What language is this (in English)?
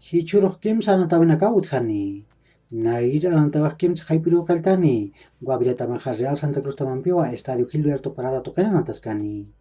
Aymara